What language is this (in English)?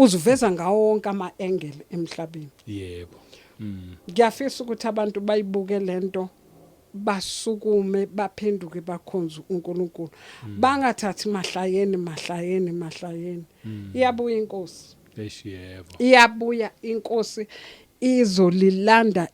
Zulu